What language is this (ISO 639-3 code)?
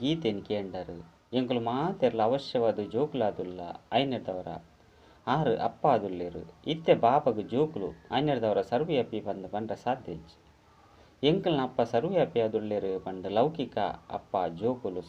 tcy